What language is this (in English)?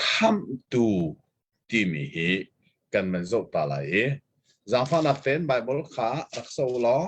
Hakha Chin